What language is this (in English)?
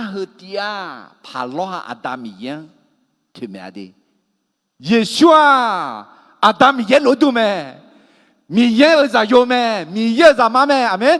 Akha